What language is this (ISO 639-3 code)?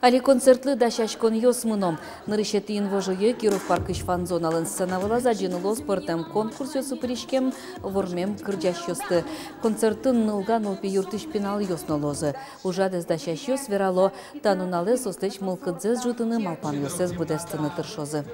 udm